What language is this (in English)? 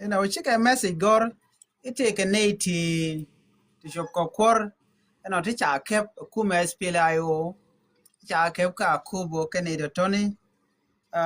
Nuer